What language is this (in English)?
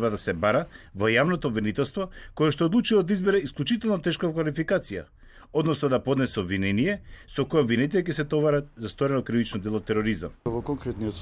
Macedonian